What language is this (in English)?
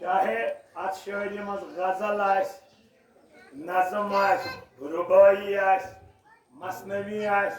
Kashmiri